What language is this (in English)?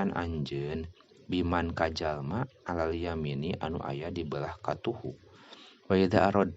Sundanese